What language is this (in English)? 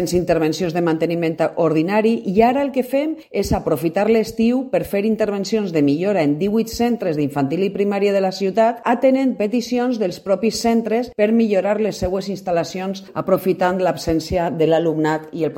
Catalan